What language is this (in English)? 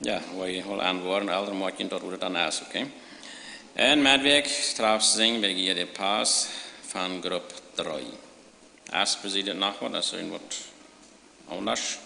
Plautdietsch